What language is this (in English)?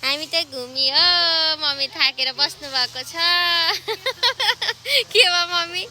Nepali